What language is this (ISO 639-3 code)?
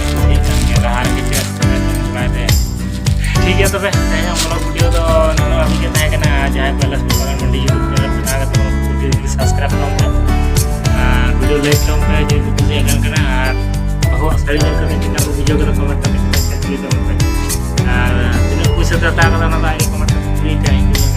sat